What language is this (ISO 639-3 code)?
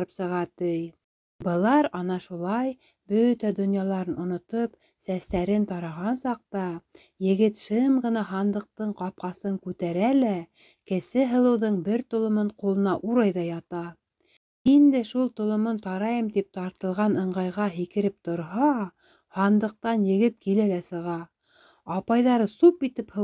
bak